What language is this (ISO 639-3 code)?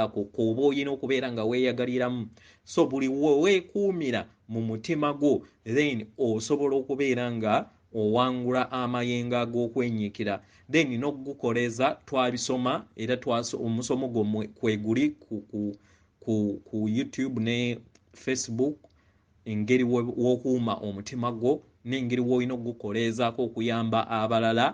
lug